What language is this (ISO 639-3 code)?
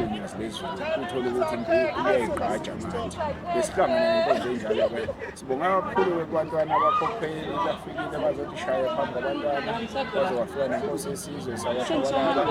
zul